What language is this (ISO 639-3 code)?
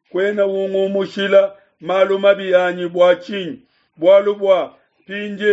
lua